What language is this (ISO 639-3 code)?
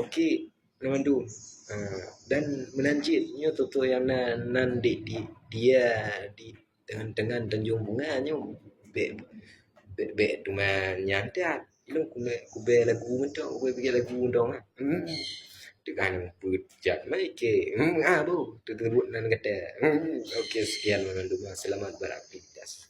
ace